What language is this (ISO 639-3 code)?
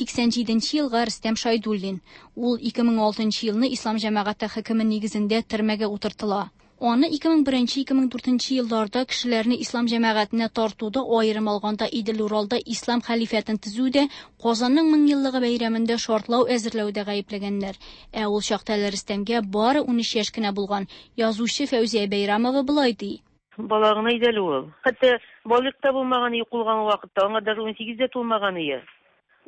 tat